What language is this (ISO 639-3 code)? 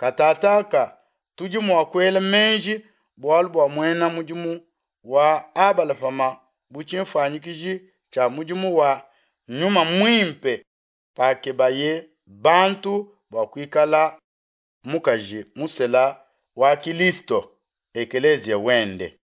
lua